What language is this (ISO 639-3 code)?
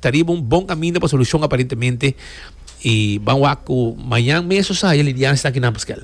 pap